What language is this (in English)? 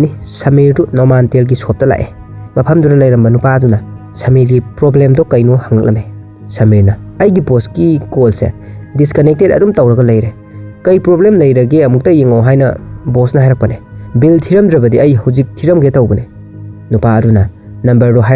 Manipuri